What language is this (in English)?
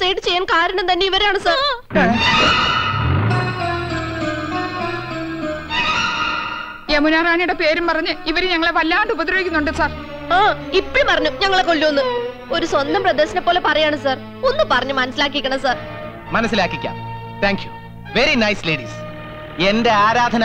Malayalam